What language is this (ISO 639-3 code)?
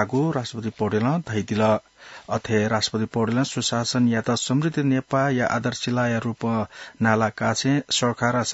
new